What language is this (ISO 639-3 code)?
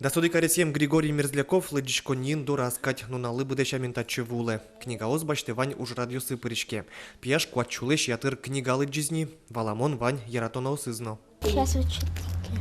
udm